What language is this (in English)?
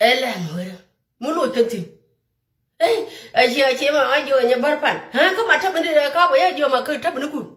Nuer